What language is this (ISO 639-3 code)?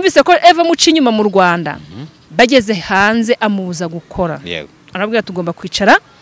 kin